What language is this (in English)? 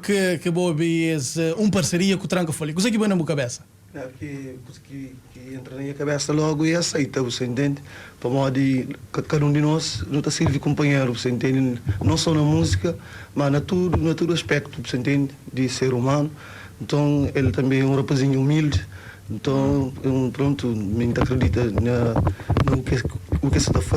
Kabuverdianu